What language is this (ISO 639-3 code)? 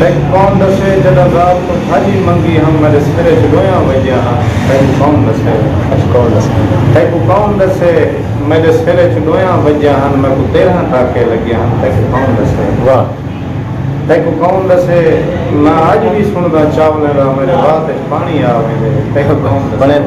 skr